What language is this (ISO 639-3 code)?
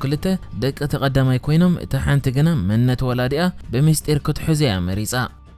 tir